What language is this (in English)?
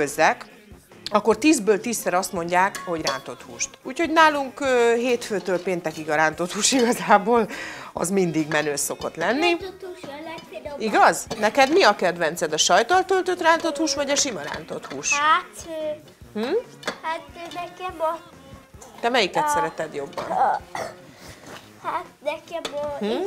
Hungarian